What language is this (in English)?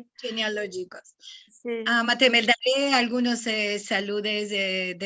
Ladino